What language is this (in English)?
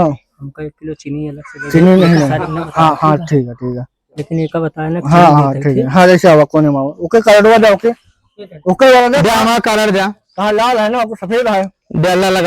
Awadhi